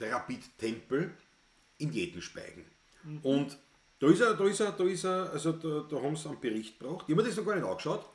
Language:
Bavarian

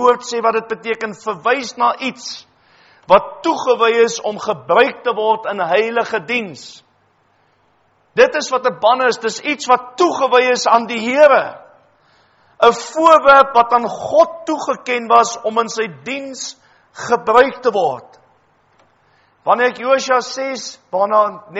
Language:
Afrikaans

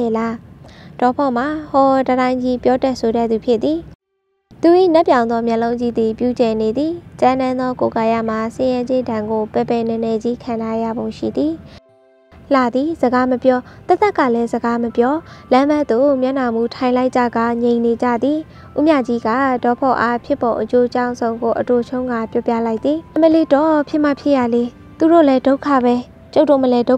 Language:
Burmese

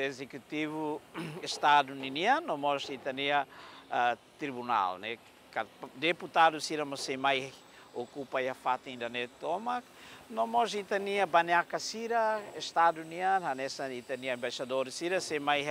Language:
Tetum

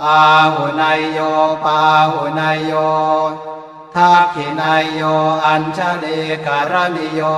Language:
Pali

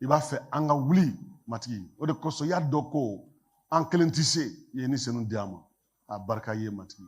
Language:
Bambara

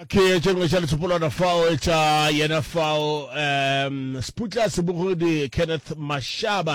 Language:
Northern Sotho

